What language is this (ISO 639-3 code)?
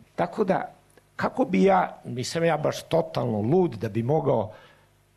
srp